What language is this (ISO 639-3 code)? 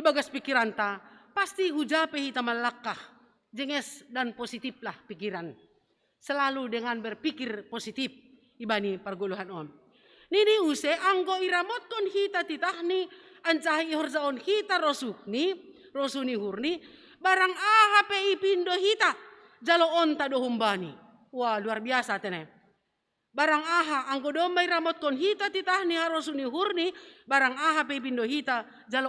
bts